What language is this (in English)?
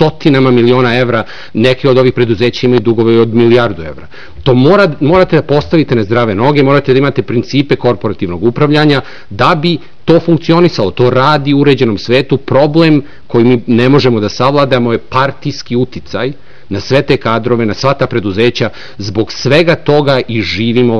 Serbian